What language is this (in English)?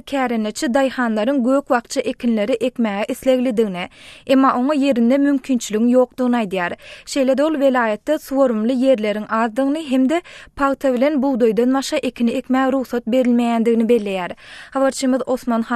Turkmen